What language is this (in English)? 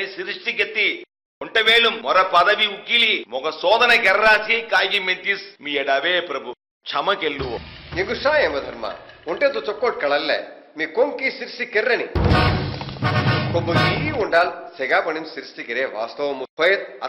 Saurashtra